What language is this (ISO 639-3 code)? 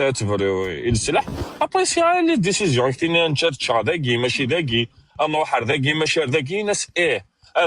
kab